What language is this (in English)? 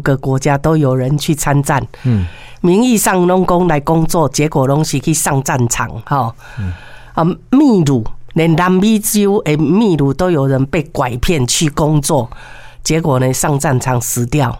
Min Nan Chinese